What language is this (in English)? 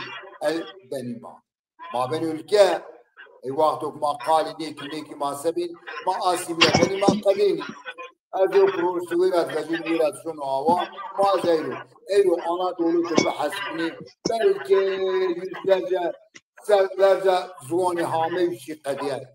Zaza